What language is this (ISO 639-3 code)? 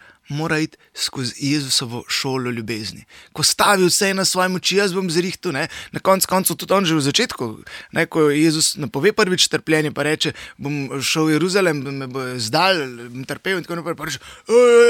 slv